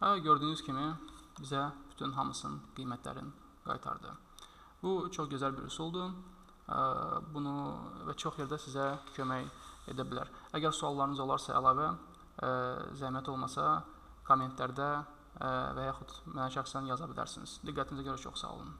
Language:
Azerbaijani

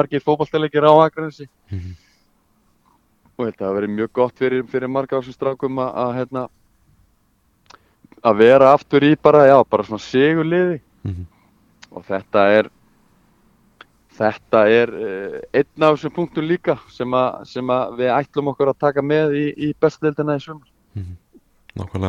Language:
Icelandic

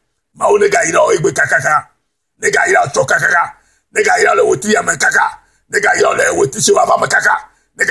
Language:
Ewe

